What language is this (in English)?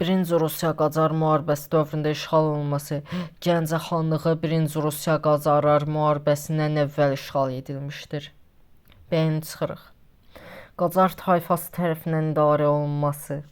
Azerbaijani